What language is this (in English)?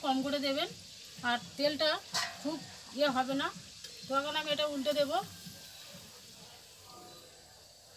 Bangla